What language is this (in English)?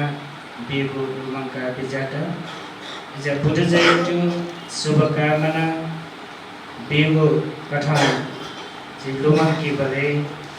Newari